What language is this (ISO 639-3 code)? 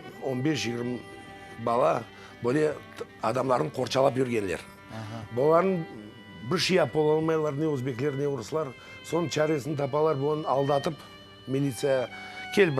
crh